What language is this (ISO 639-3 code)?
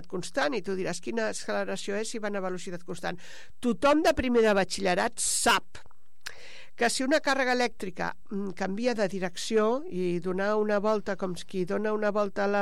cat